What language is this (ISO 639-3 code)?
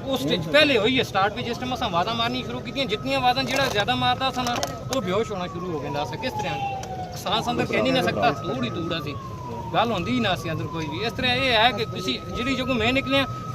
phr